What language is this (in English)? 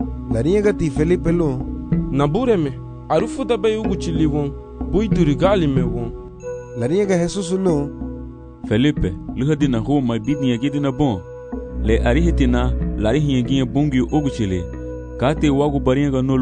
Garifuna